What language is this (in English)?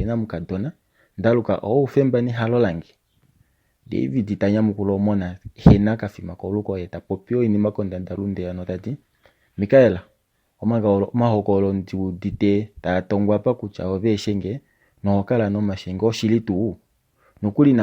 Kuanyama